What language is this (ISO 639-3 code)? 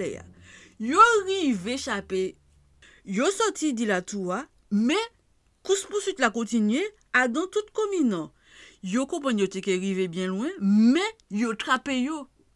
gcf